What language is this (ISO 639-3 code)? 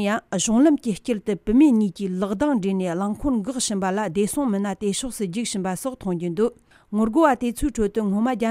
bod